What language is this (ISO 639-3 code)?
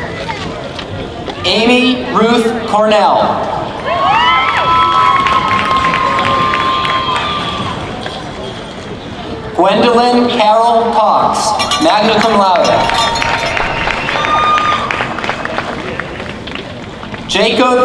eng